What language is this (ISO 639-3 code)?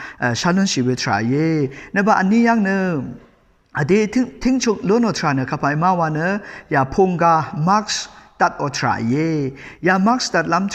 raw